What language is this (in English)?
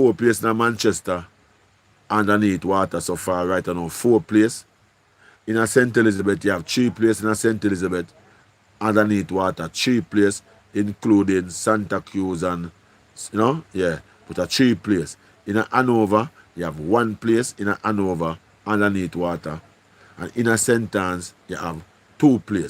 Jamaican Creole English